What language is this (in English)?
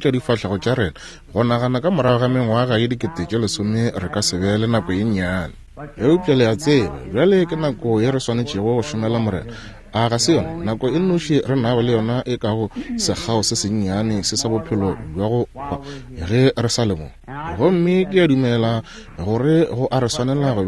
Northern Sotho